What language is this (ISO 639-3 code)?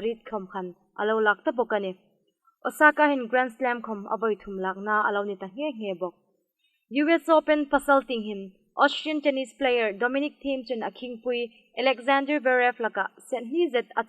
hmr